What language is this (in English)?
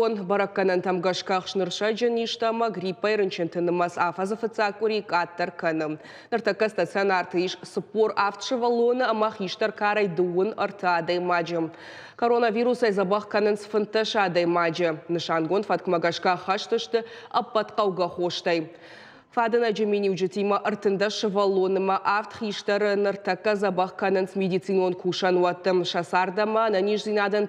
Ossetic